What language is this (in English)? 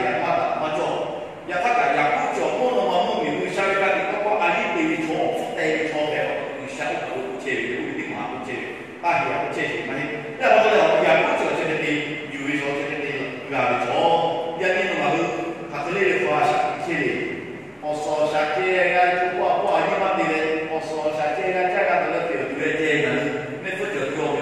Lahu